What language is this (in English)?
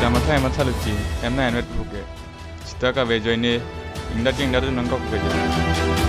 Karbi